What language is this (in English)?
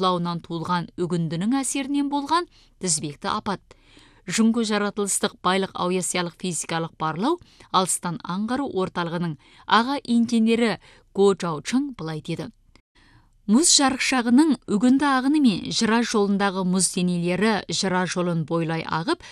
Kazakh